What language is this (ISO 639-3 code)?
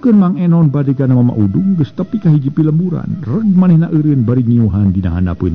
sun